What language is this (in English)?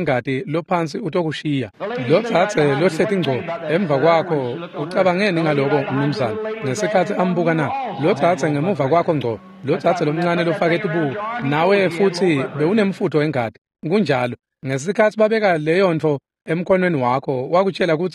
Swati